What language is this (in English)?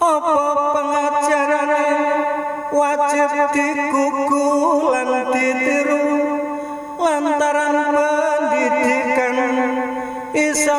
Javanese